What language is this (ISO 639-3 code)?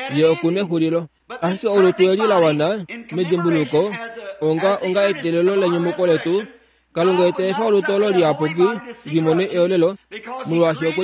kua